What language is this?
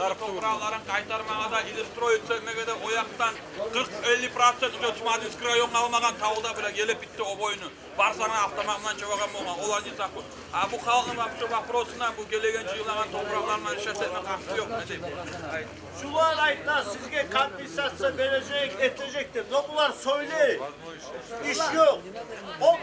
Kumyk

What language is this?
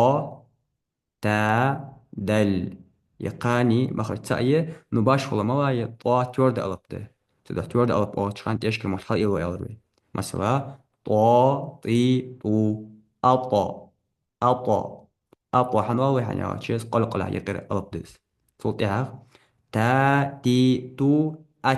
Ingush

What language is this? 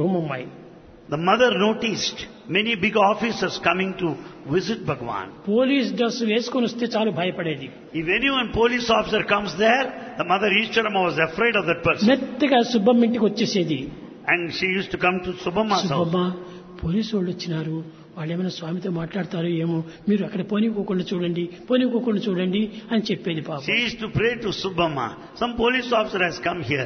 Telugu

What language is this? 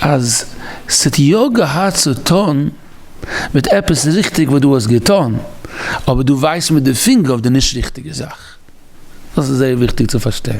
Yiddish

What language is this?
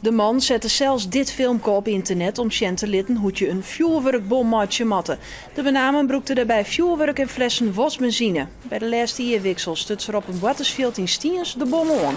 Western Frisian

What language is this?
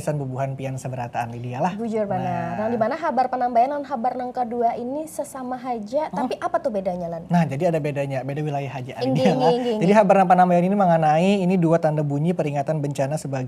Banjar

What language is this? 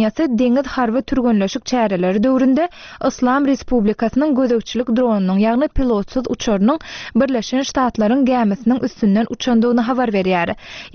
Turkmen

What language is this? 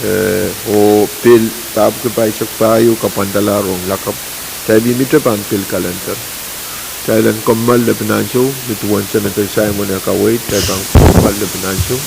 Pohnpeian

